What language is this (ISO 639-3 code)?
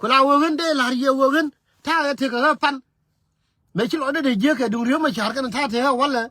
nus